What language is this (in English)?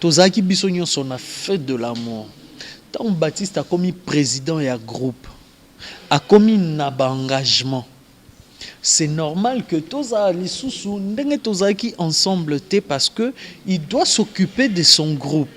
Lingala